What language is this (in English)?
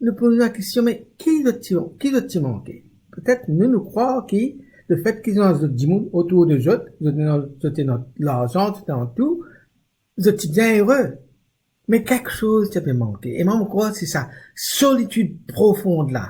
Morisyen